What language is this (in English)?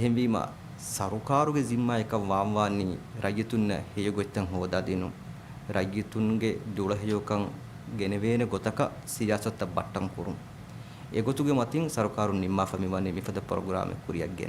Divehi